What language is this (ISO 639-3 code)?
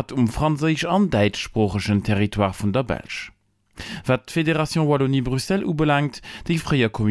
ltz